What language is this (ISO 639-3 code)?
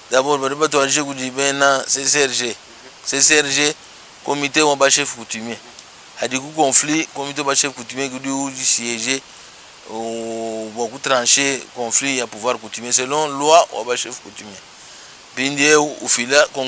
lua